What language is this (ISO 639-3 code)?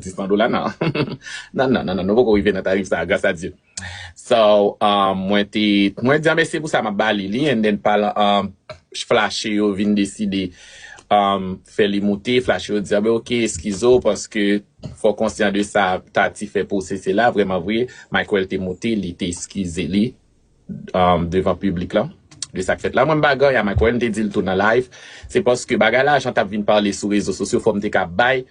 hat